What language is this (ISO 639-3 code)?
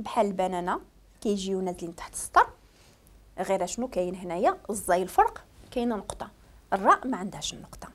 ary